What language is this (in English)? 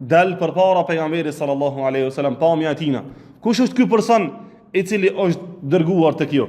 Albanian